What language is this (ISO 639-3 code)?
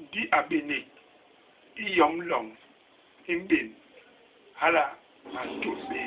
bas